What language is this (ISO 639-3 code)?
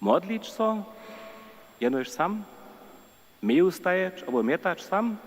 hsb